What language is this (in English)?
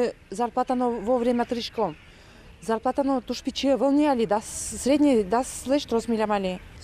Udmurt